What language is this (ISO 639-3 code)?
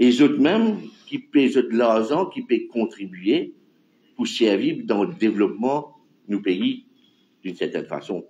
mfe